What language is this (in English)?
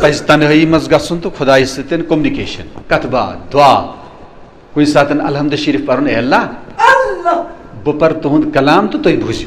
Kashmiri